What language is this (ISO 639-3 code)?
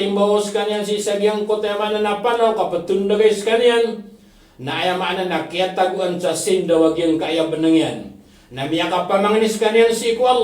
mrw